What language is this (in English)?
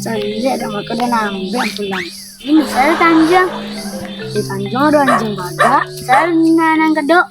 Minangkabau